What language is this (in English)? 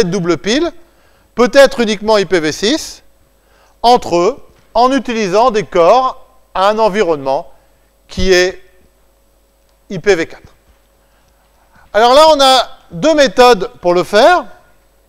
French